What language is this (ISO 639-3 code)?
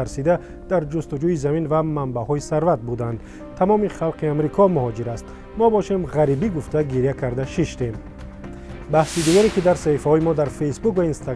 tgk